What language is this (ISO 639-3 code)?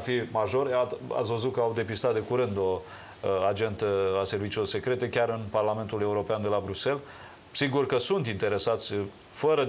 ron